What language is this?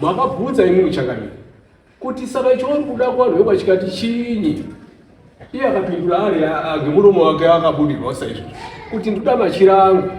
Shona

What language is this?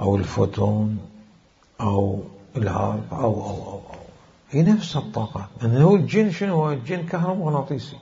Mesopotamian Arabic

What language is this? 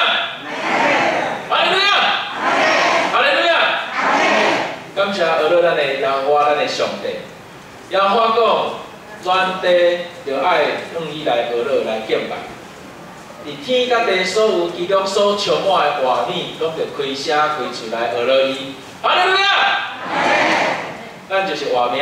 Min Nan Chinese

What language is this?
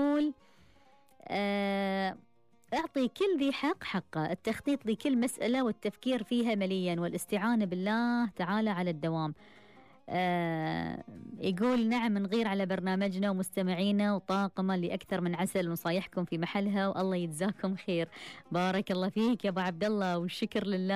Gulf Arabic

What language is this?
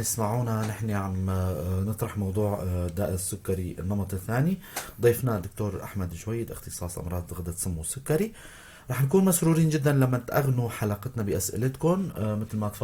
North Levantine Arabic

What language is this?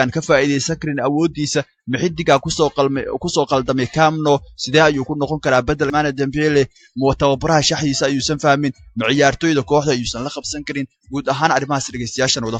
Somali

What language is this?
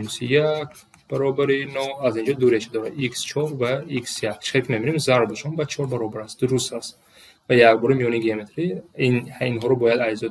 Tajik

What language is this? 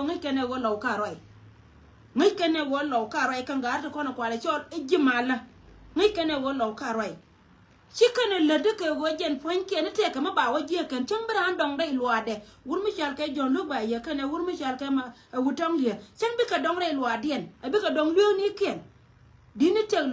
Nuer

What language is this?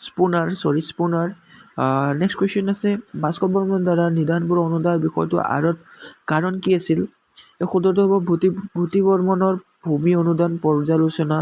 Assamese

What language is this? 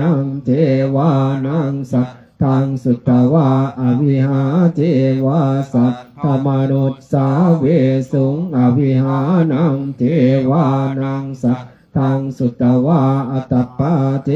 Pali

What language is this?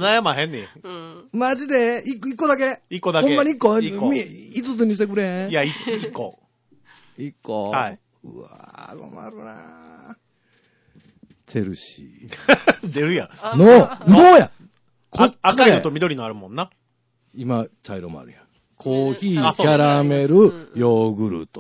Japanese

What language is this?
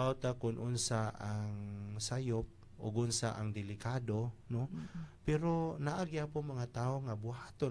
Cebuano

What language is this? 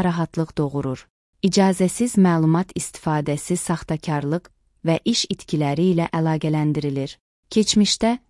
Azerbaijani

